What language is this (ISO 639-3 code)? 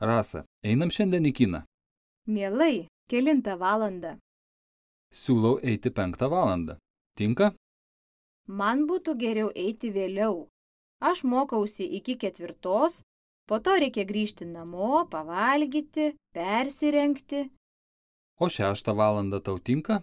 lit